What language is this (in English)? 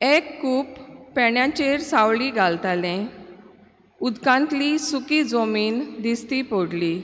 Konkani